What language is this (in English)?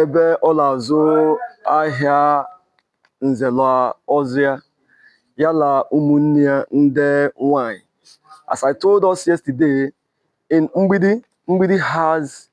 Igbo